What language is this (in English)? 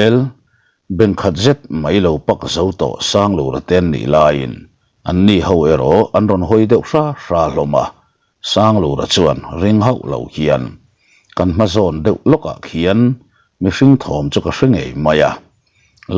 Mizo